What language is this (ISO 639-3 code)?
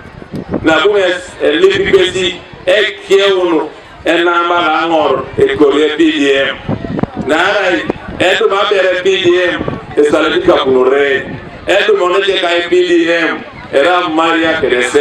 teo